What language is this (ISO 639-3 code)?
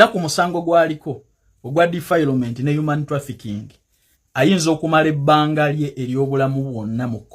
lug